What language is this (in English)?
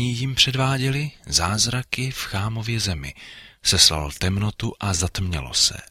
Czech